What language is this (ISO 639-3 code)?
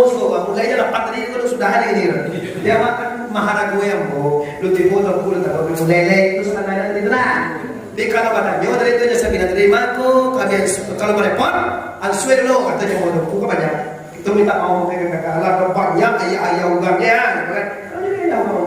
min